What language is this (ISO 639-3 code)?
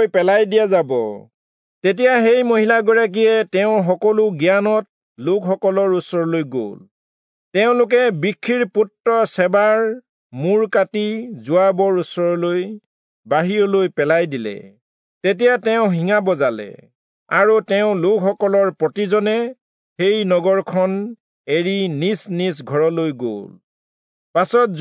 asm